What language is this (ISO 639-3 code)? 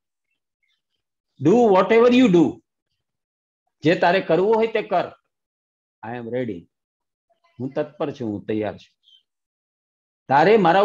guj